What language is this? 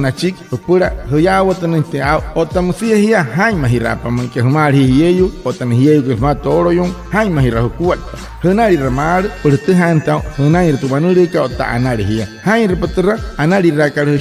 Wayuu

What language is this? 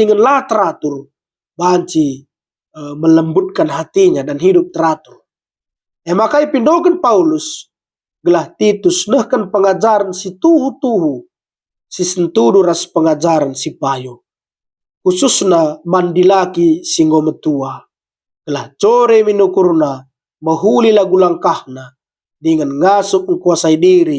Batak Karo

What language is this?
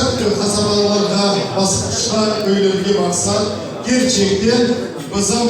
Crimean Tatar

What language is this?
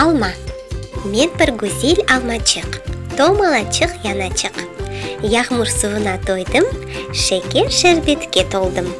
Crimean Tatar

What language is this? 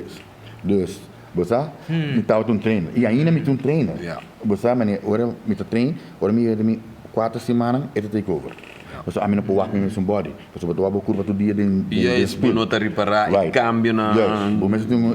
Papiamento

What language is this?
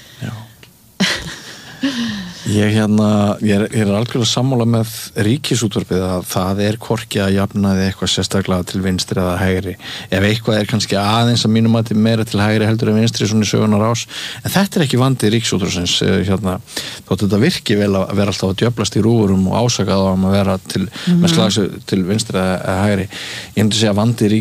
Icelandic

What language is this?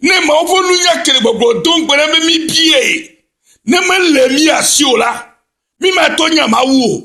Ewe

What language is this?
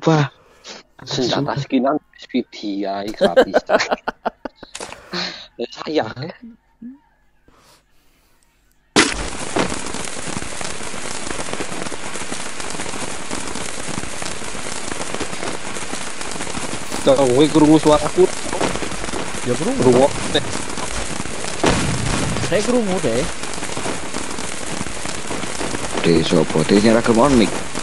Javanese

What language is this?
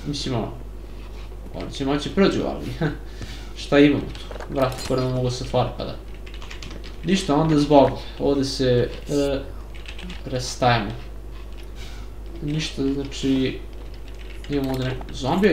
Serbian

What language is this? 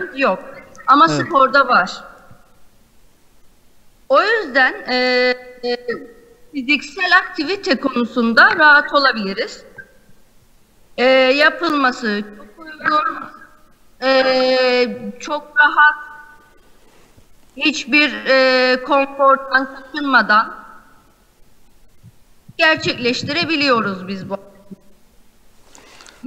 Turkish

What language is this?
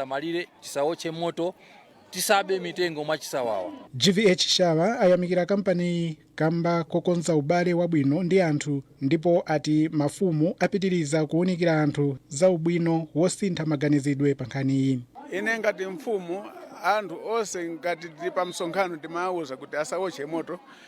Nyanja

